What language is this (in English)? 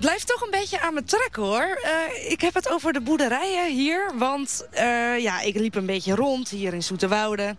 Dutch